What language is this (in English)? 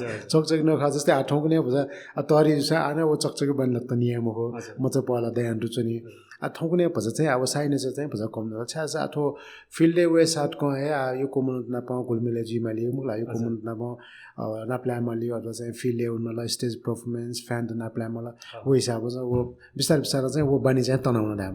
Newari